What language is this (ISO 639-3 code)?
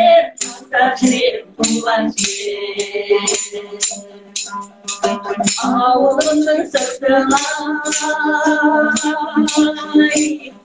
kaz